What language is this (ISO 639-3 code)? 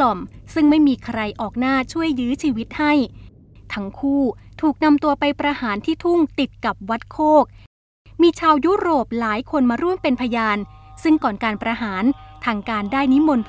tha